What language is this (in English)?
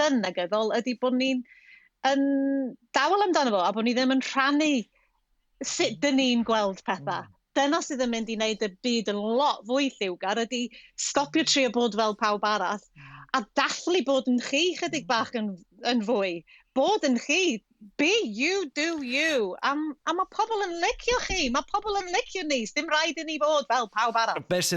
Welsh